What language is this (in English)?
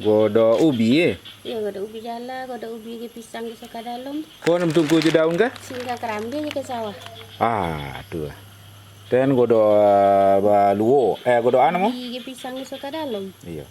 Minangkabau